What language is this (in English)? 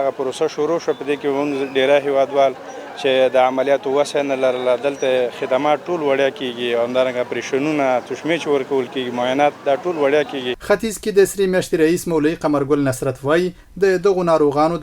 Pashto